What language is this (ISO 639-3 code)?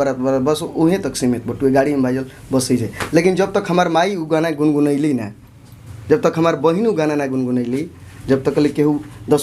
bho